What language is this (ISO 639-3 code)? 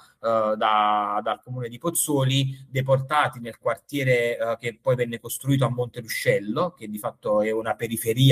ita